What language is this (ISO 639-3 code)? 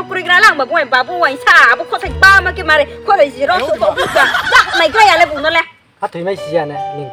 ria